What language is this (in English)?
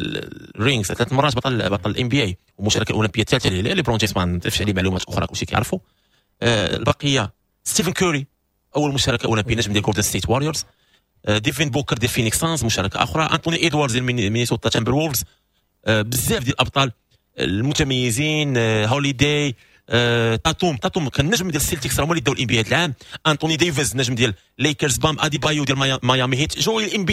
Moroccan Arabic